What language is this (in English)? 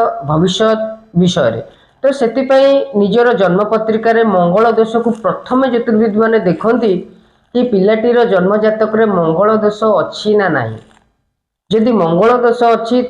Odia